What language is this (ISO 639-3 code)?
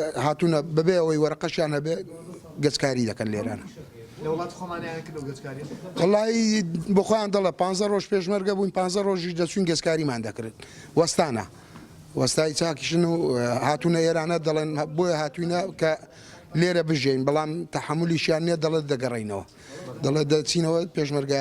ckb